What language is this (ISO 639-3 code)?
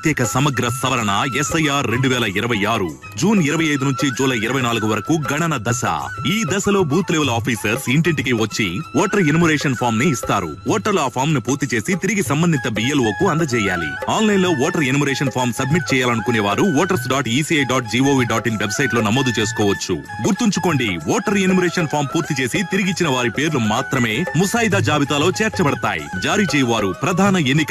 tel